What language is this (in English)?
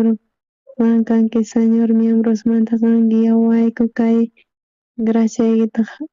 South Bolivian Quechua